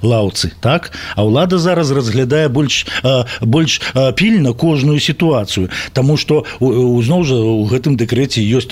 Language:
Belarusian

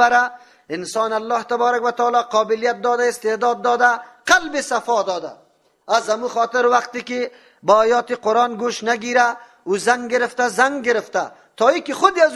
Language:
Persian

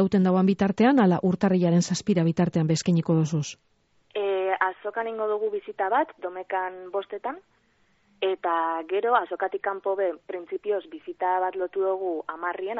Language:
Basque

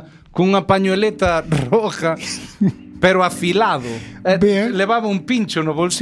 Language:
Galician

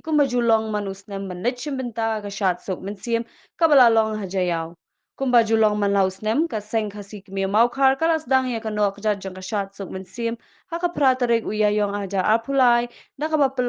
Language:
Khasi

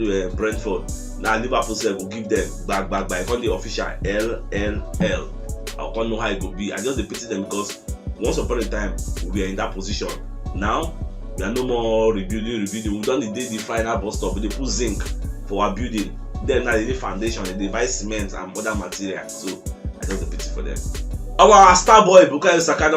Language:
Nigerian Pidgin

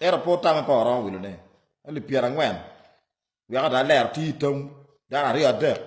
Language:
Acoli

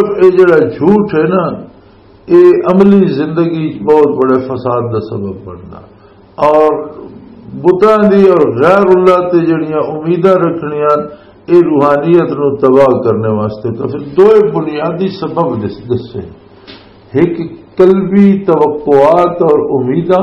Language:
Western Panjabi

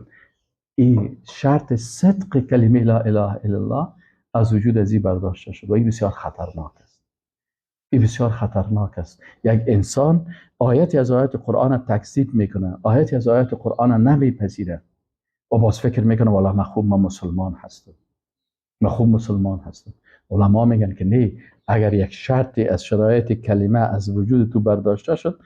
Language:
Persian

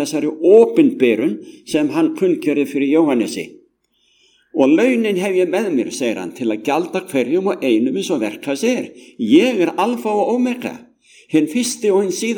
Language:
Icelandic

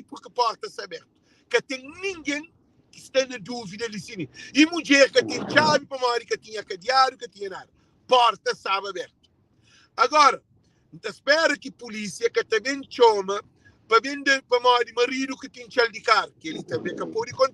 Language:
Kabuverdianu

